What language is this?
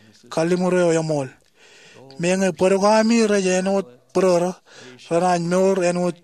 Marshallese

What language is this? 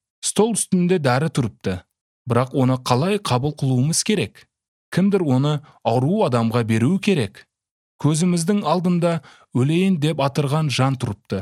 Kyrgyz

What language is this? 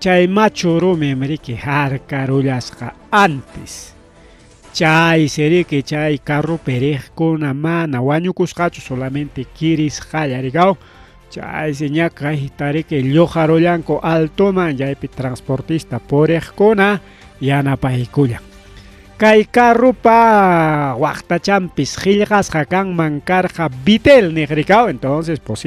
Ayacucho Quechua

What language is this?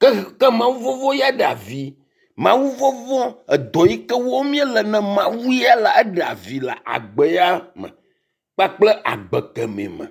Ewe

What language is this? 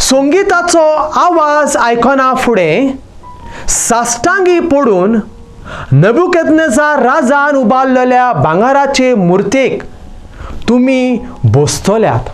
Konkani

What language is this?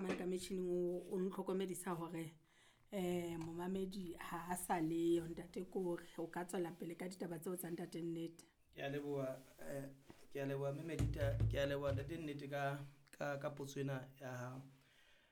Southern Sotho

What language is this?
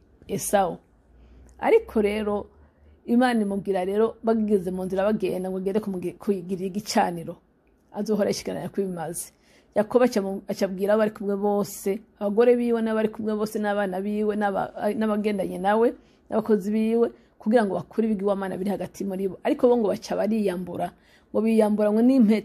Rundi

